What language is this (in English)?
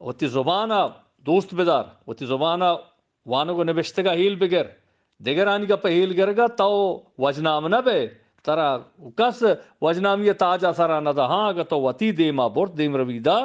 Eastern Balochi